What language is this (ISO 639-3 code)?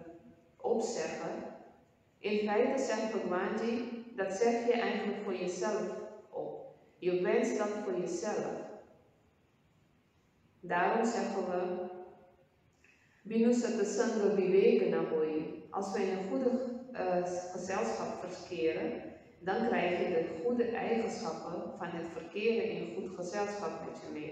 nld